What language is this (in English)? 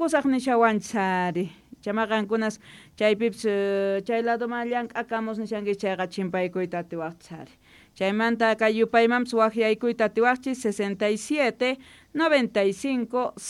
South Bolivian Quechua